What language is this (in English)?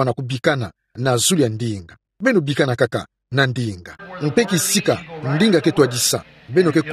Kituba (Democratic Republic of Congo)